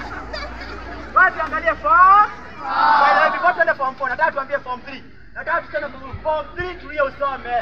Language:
Swahili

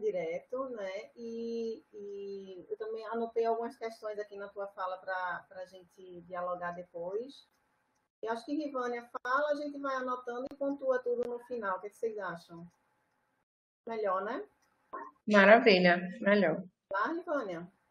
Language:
Portuguese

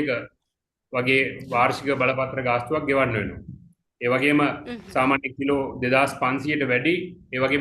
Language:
Sinhala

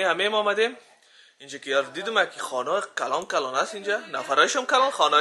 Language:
Persian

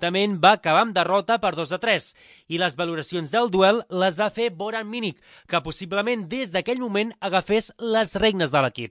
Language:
Catalan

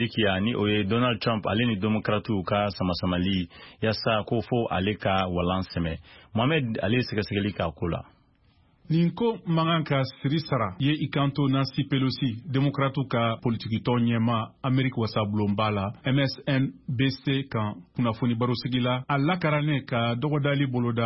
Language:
Bambara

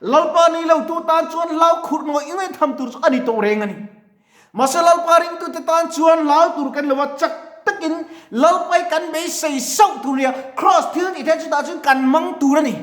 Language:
Mizo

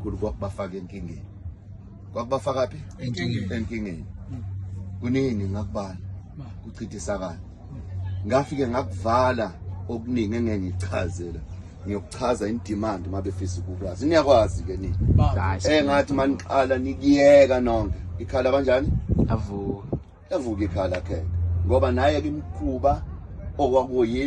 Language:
Zulu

